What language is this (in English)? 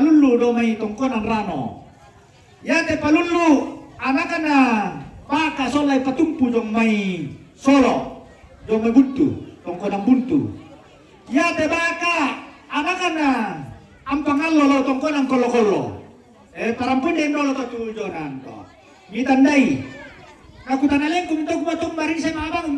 Toraja-Sa'dan